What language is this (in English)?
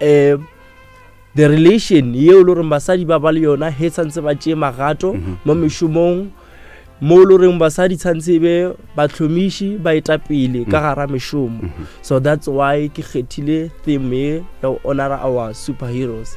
Northern Sotho